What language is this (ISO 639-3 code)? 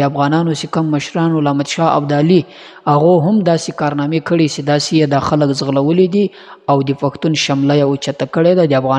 pus